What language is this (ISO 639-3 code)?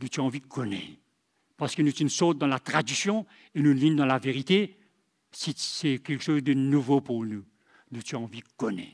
mfe